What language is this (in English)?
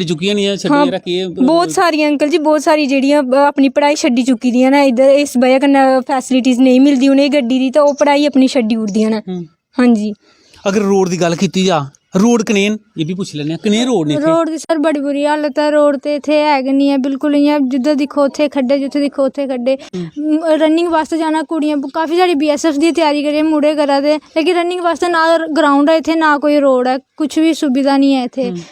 Dogri